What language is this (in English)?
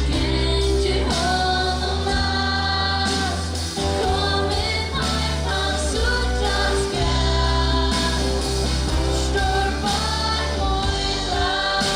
Faroese